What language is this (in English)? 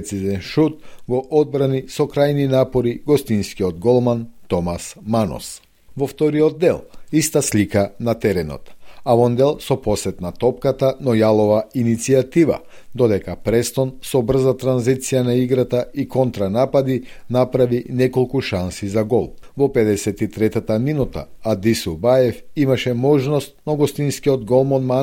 Macedonian